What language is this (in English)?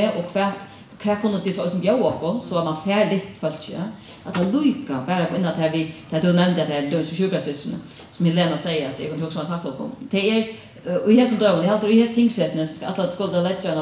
Faroese